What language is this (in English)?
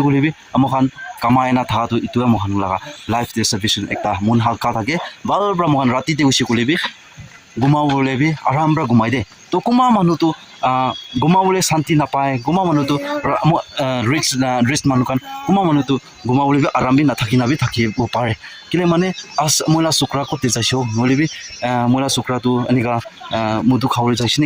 Naga Pidgin